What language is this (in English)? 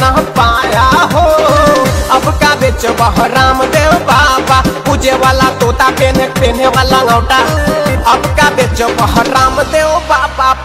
Bhojpuri